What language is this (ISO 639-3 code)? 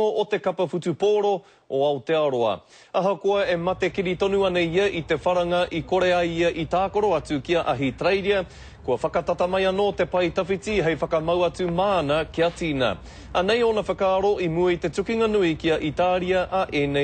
mri